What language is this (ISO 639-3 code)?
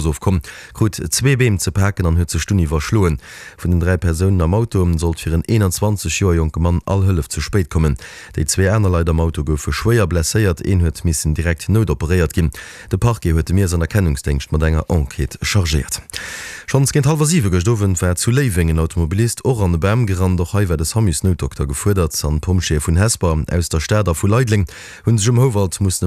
ltz